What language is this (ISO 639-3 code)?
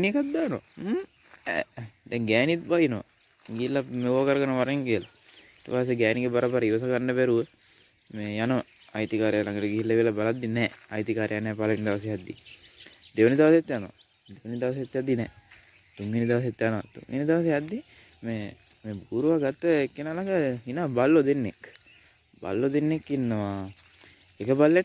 sin